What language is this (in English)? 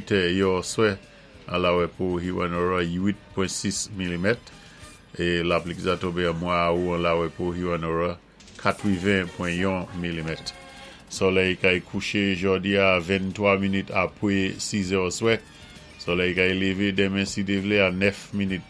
Saint Lucian Creole French